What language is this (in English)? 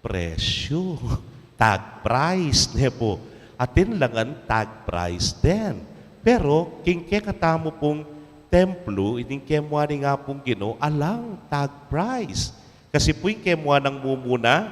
Pampanga